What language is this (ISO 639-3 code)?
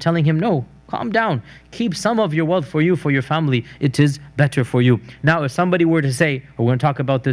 eng